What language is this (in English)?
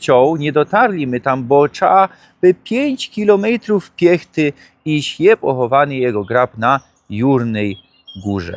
Silesian